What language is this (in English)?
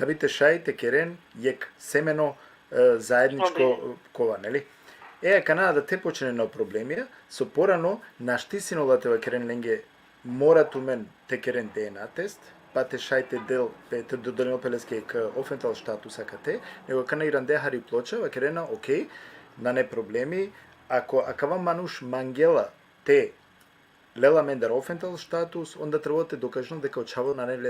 Balkan Romani